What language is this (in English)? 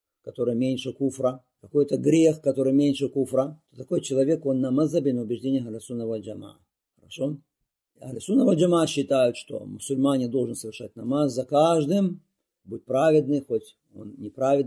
Russian